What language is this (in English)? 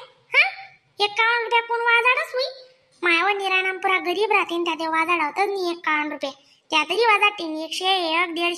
Khandesi